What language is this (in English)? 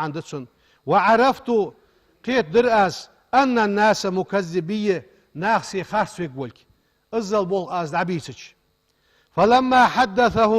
Ingush